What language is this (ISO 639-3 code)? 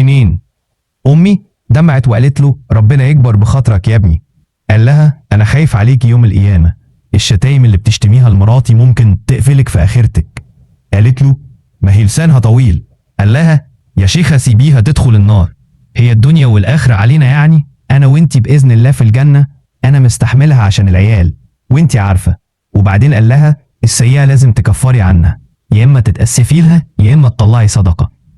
arz